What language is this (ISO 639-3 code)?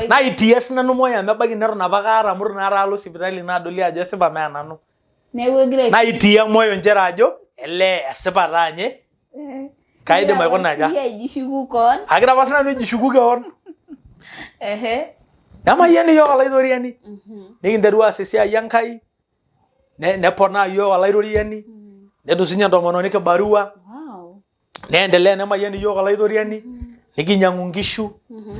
mas